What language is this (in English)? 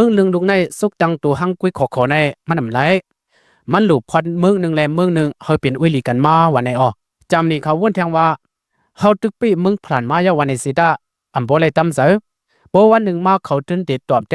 Lao